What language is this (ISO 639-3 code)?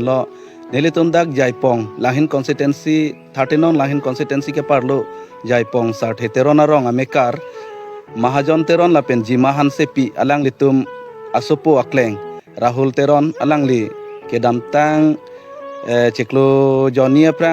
mjw